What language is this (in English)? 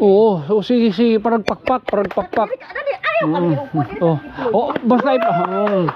Waray